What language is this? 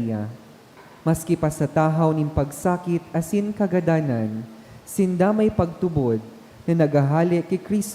Bikol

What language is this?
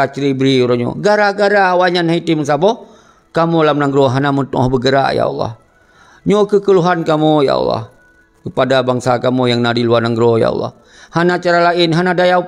Achinese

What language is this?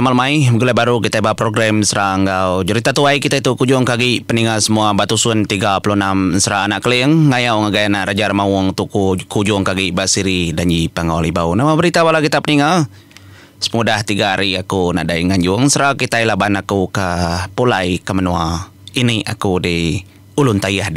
Iban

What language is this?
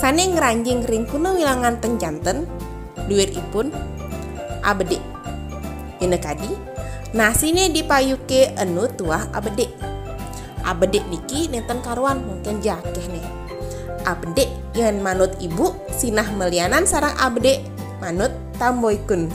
Balinese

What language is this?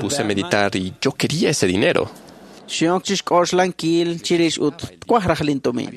Kekchí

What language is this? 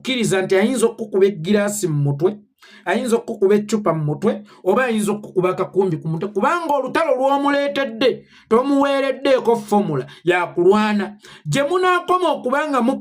Ganda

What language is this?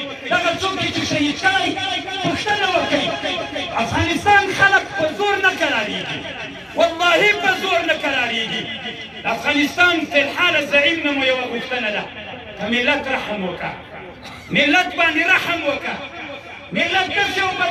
Pashto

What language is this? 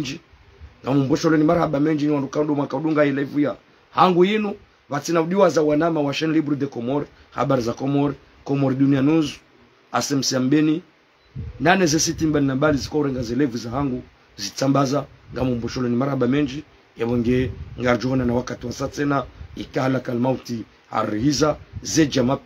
Ngazidja Comorian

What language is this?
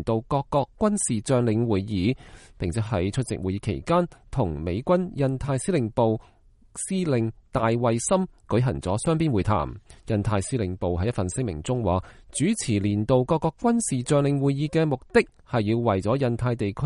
Cantonese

